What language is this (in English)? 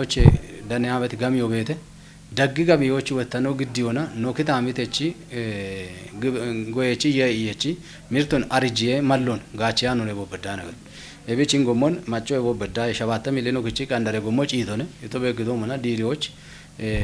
Kafa